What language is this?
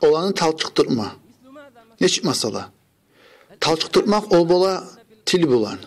Kumyk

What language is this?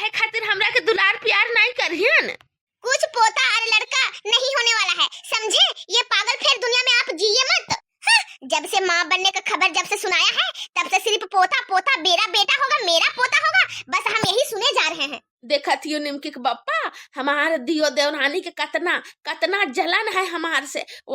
Bhojpuri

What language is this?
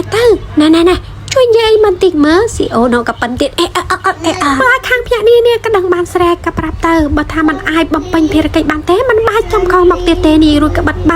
Khmer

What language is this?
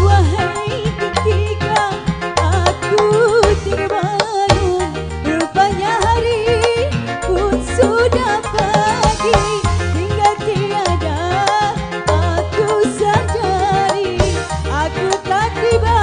Betawi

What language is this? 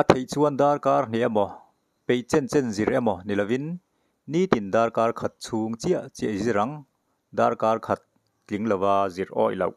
Mizo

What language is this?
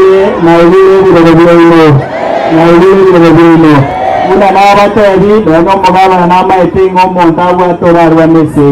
Gusii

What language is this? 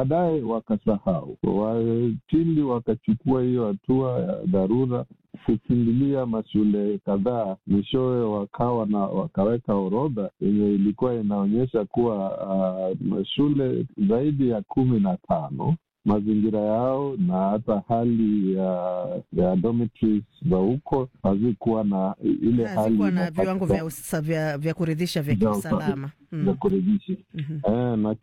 Swahili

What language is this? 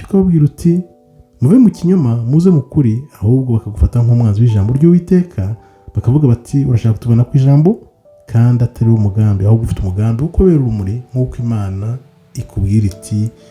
Kinyarwanda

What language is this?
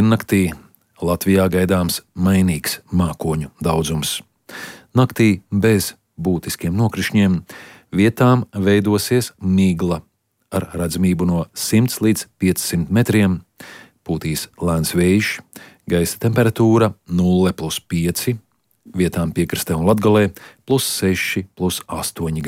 Latvian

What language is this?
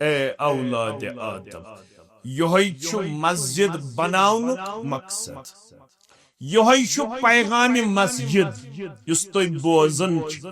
Kashmiri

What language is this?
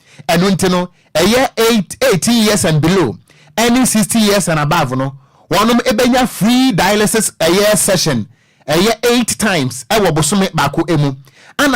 Akan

